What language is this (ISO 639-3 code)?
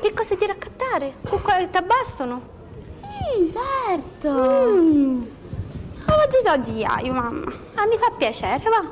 scn